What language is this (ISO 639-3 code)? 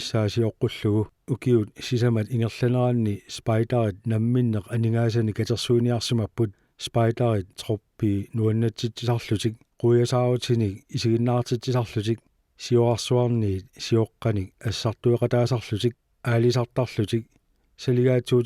kal